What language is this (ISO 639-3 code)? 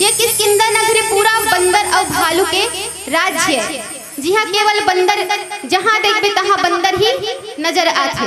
hne